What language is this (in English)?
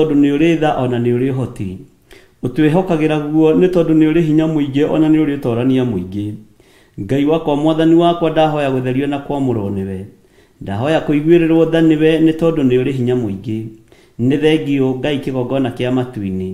Kikuyu